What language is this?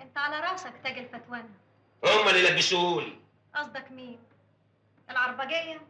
Egyptian Arabic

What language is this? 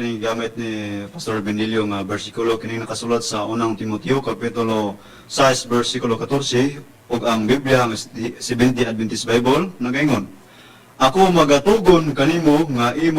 Cebuano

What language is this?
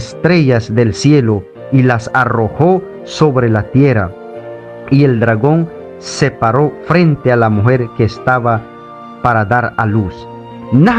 Mískito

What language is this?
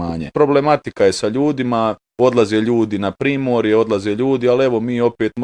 Bosnian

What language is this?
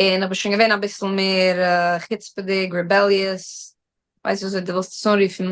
Yiddish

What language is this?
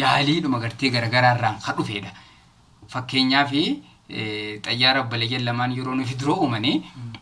Oromo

